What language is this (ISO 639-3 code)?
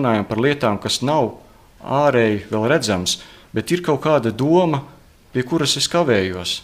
lav